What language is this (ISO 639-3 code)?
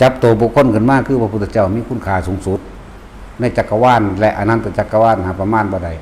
tts